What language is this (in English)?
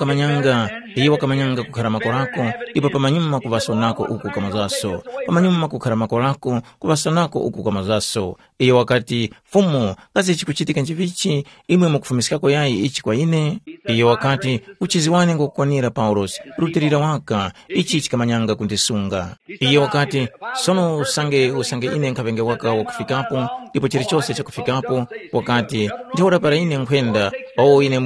Tumbuka